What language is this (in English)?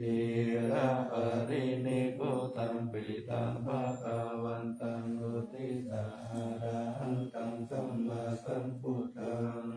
Pali